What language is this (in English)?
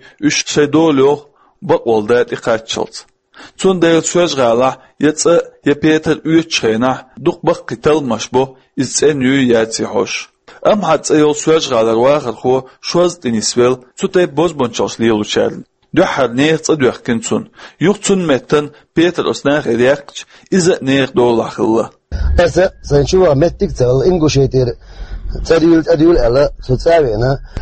Chechen